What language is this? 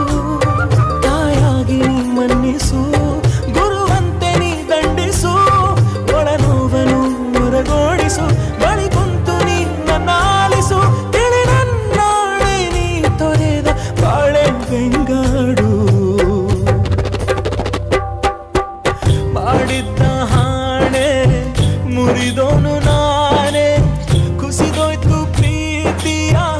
Kannada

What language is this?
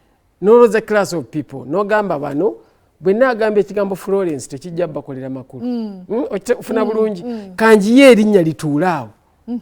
Ganda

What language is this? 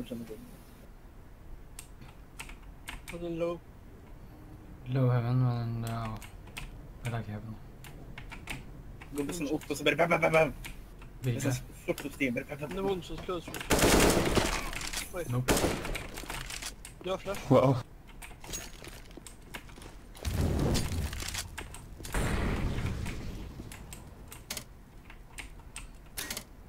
Norwegian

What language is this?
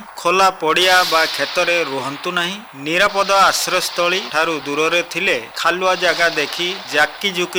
Odia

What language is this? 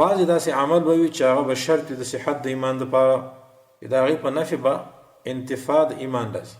Pashto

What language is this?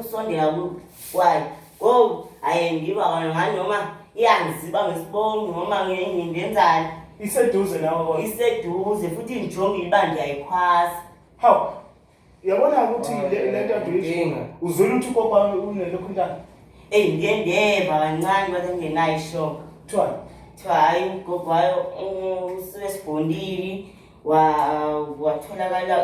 Zulu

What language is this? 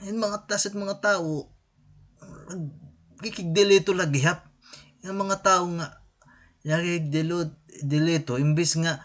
Waray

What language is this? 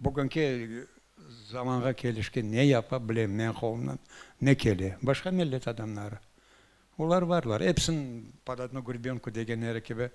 Crimean Tatar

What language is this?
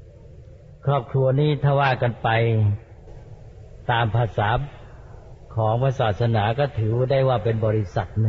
Thai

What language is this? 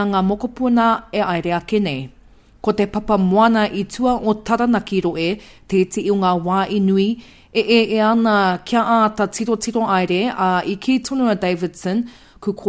Māori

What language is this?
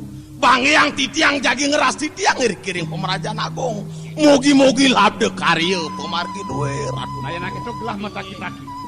Balinese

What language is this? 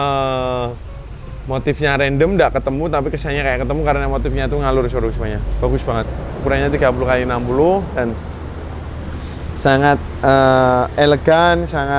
Indonesian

